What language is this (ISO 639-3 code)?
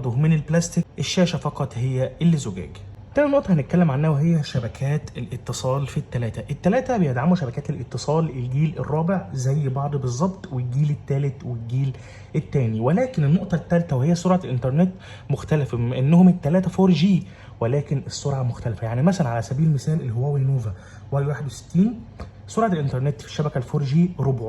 arz